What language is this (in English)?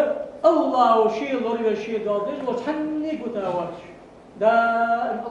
Ingush